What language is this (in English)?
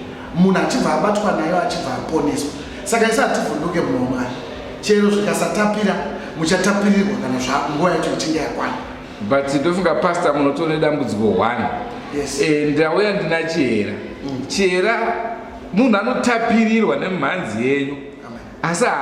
Shona